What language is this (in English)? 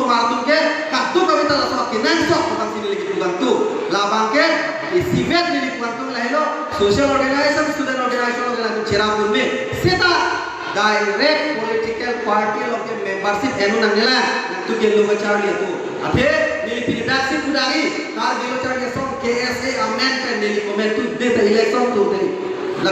Karbi